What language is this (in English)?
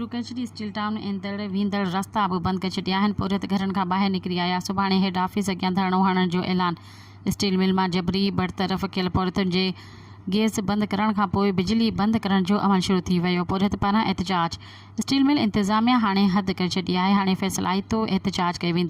Sindhi